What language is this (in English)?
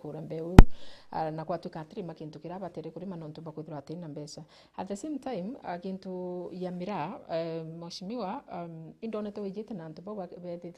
Meru